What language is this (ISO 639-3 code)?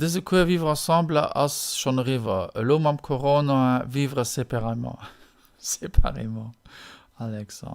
ltz